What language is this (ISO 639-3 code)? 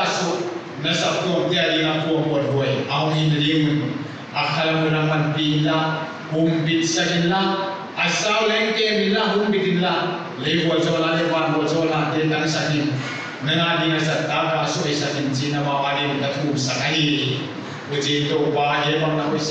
pck